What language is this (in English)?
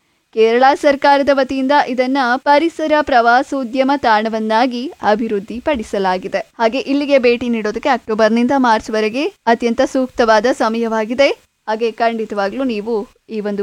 Kannada